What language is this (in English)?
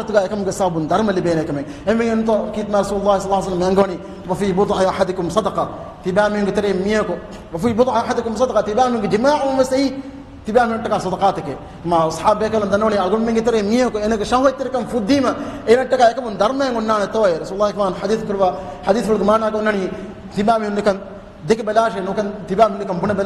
Divehi